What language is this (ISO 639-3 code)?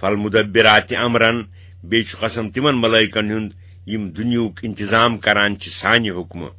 kas